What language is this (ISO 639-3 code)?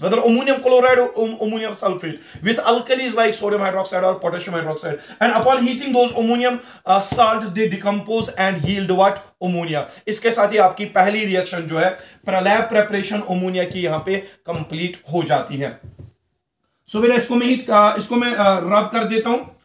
hin